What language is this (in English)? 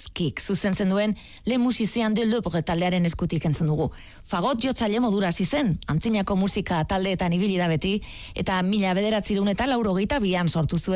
Basque